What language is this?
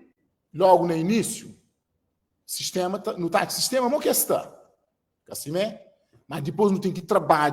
Kabuverdianu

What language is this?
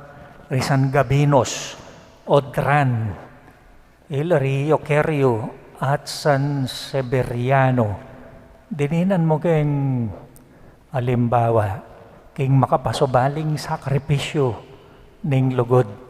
Pampanga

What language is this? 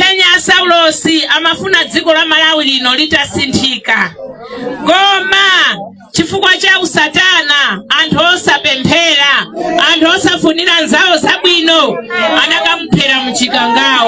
Nyanja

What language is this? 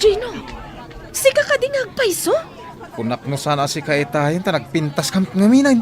Iloko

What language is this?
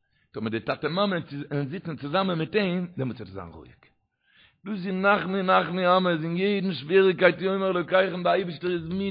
Yiddish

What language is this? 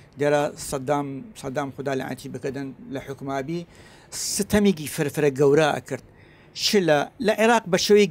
Southern Kurdish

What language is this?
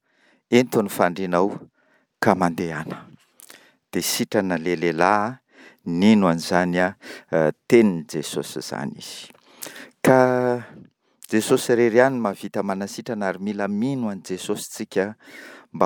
Malagasy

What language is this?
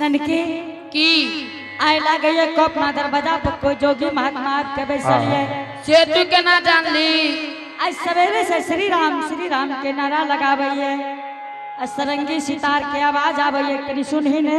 Angika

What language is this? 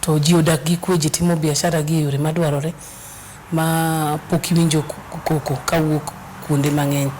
Luo (Kenya and Tanzania)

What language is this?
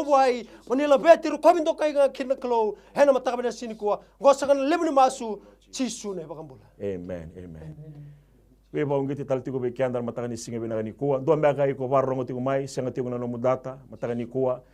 Fijian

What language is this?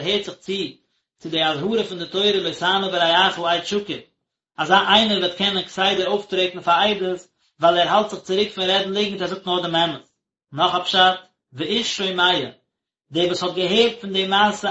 Yiddish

